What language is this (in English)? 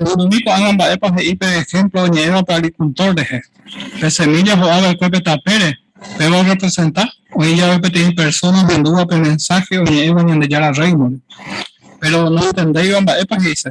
Guarani